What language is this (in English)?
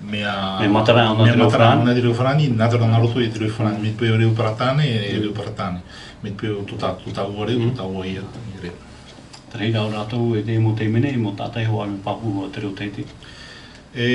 Tahitian